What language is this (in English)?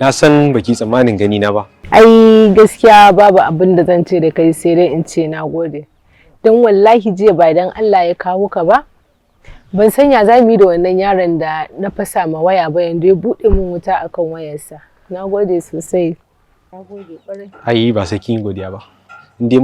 Hausa